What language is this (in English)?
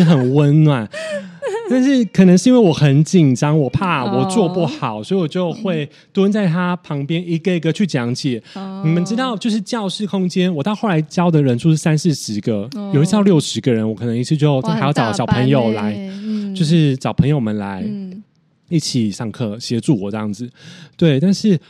Chinese